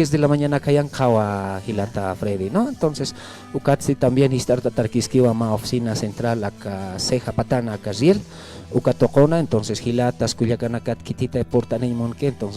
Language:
Aymara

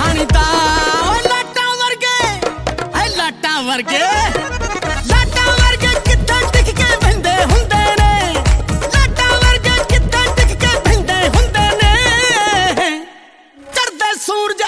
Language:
Punjabi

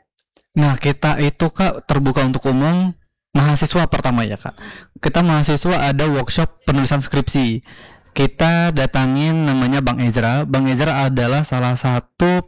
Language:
Indonesian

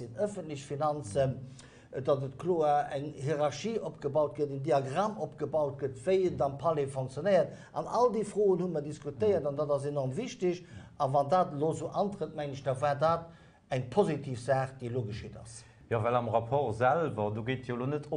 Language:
Luxembourgish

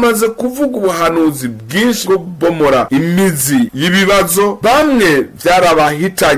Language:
Rundi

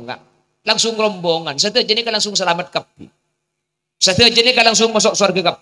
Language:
Madurese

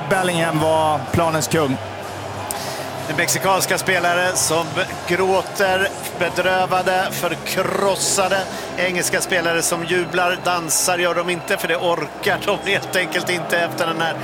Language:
Swedish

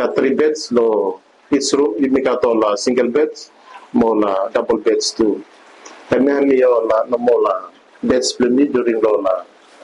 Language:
Bislama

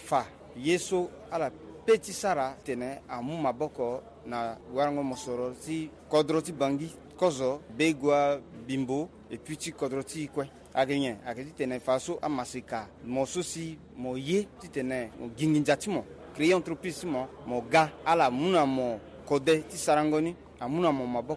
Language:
Sango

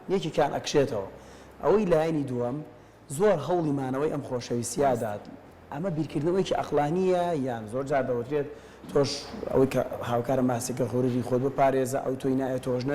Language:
Central Kurdish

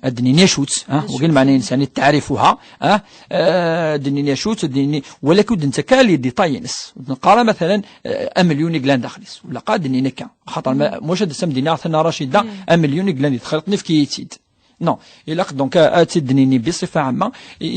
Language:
Kabyle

